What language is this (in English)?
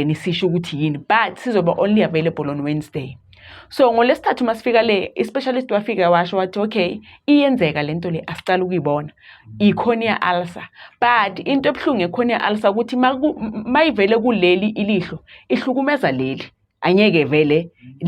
Zulu